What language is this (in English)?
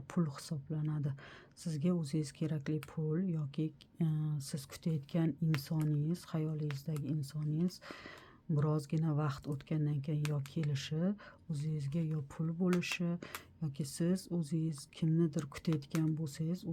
Uzbek